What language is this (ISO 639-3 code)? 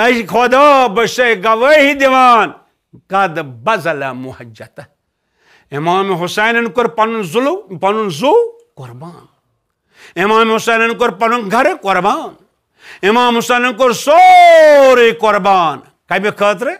kas